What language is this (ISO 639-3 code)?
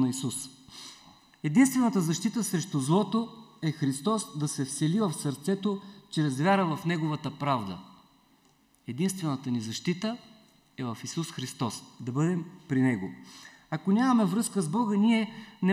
bul